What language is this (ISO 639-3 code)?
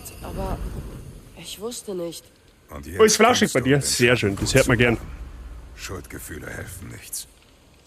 bar